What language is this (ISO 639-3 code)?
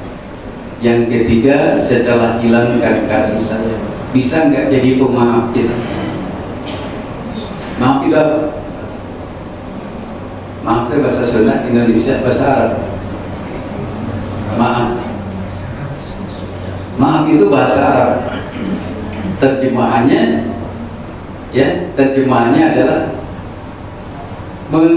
ind